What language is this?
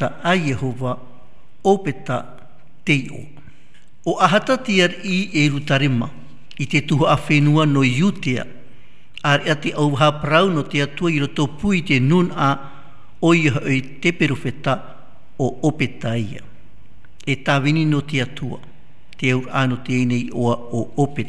Tahitian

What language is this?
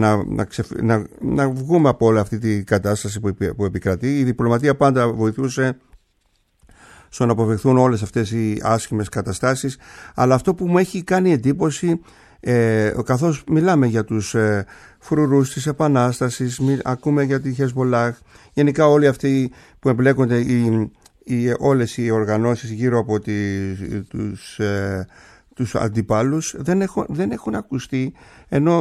Greek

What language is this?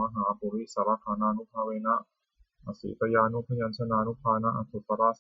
Pali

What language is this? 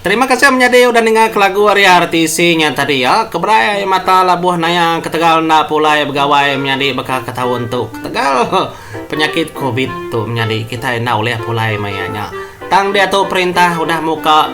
Iban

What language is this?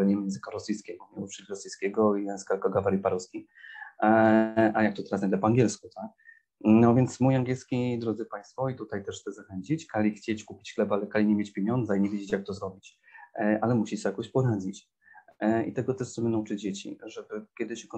Polish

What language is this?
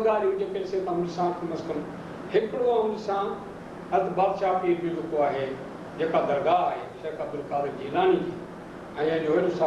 Sindhi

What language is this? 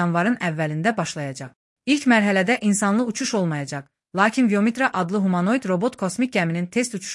Azerbaijani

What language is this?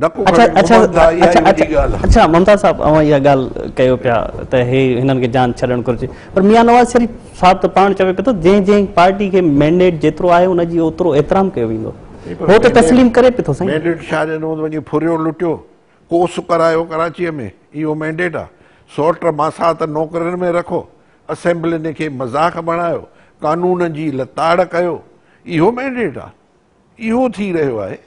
Sindhi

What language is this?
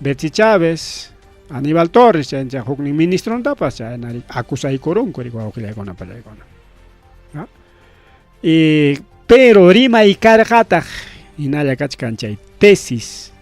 Ayacucho Quechua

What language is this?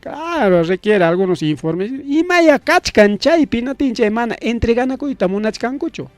Ayacucho Quechua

